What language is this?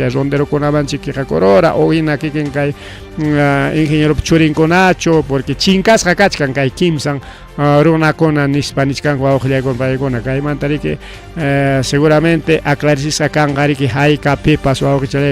Ayacucho Quechua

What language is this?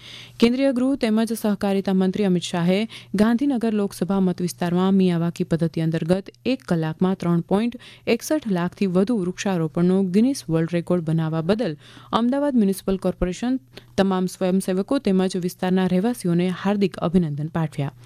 Gujarati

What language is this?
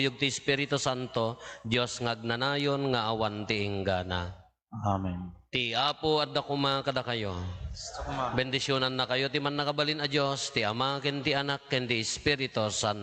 Iloko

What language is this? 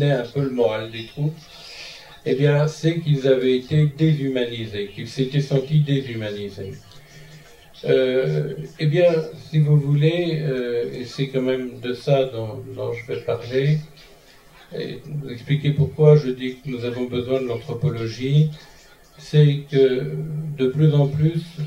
French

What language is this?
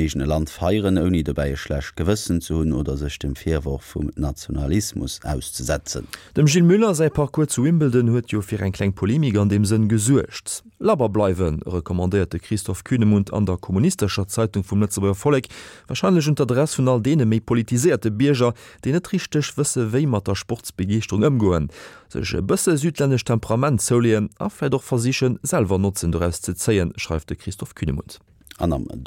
Luxembourgish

